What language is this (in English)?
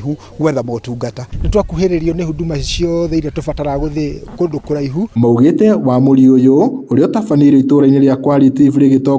Kikuyu